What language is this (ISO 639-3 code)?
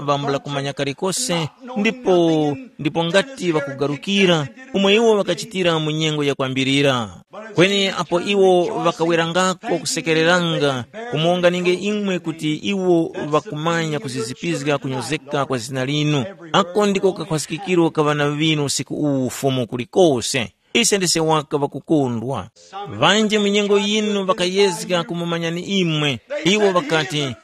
tum